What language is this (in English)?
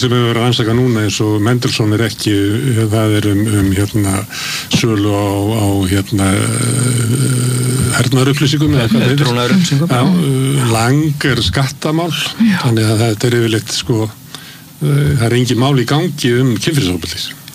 Icelandic